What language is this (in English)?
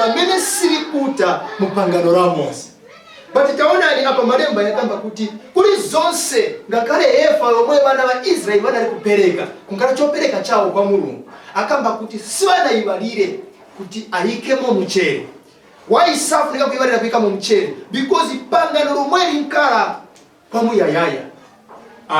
Nyanja